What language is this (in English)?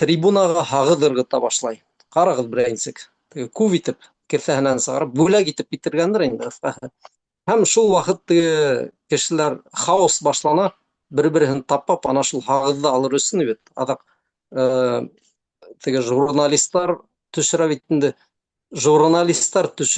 Bashkir